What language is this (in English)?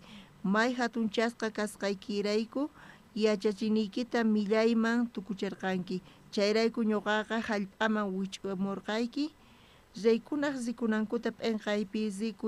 South Bolivian Quechua